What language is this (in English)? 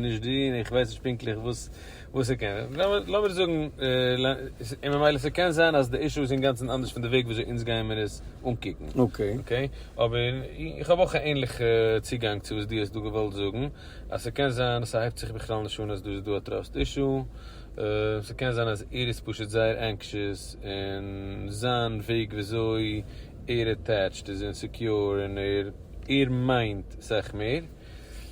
Yiddish